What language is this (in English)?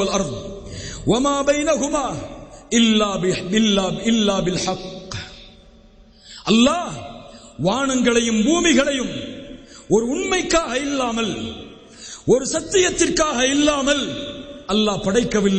Tamil